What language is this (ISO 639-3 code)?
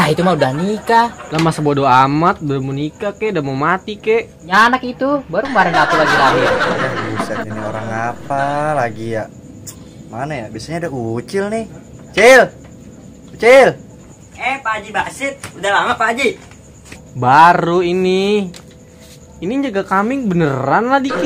bew